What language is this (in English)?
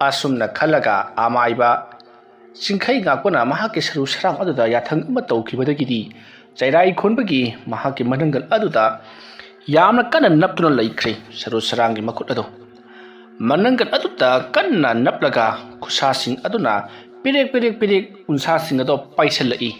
Manipuri